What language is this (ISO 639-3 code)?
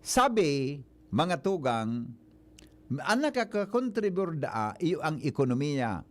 bik